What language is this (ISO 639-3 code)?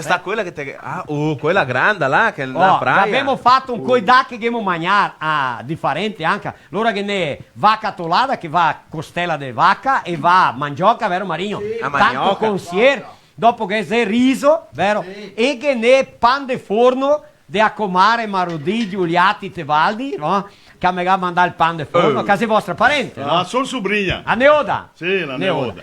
vec